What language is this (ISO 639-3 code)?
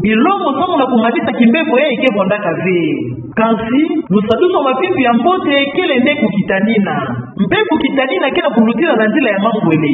ktu